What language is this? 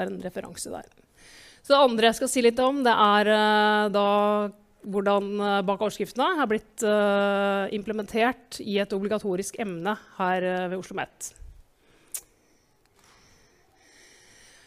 Norwegian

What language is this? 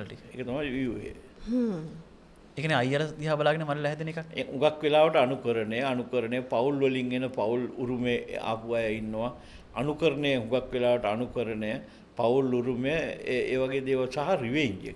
Sinhala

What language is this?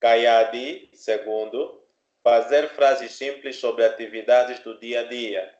Kimbundu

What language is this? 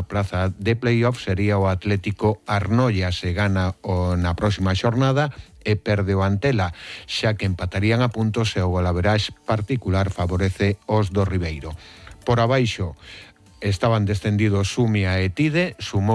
Galician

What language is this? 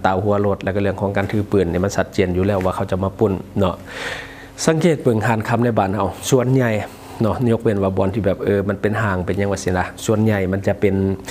Lao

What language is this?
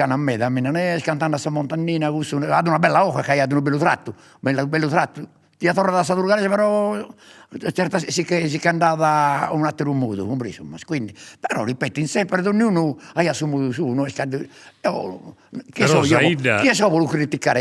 Sardinian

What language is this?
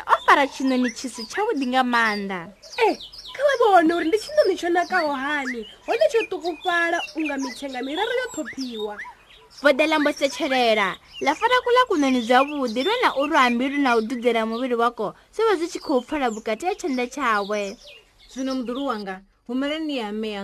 Venda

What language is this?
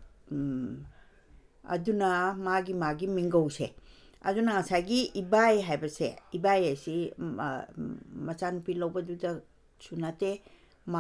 Manipuri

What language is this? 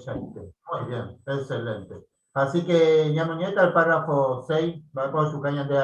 Guarani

